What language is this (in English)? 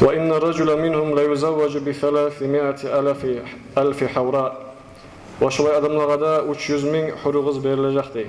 Kumyk